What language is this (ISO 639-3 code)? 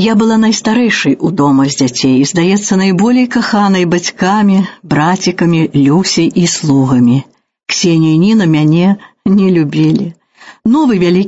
bel